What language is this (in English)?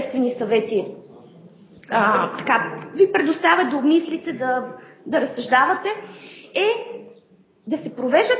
Bulgarian